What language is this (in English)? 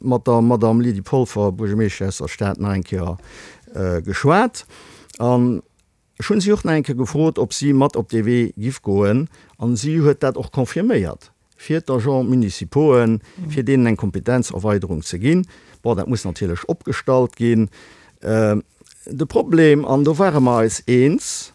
Luxembourgish